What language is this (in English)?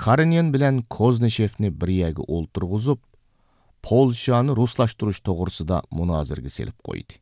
Uyghur